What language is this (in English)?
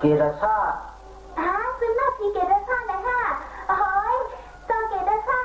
Shan